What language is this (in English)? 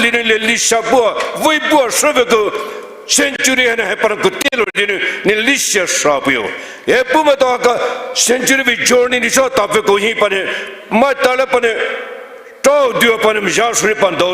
Poumei Naga